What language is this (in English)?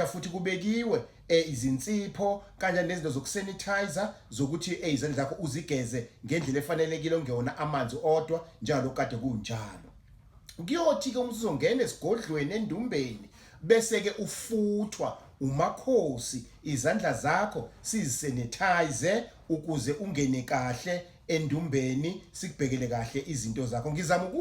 Zulu